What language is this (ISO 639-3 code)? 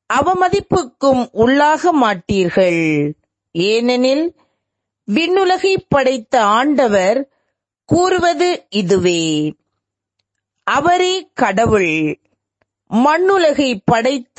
tam